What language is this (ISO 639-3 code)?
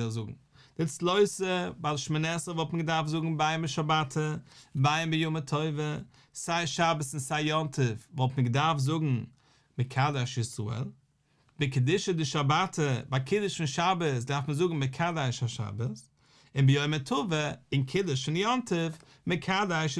yid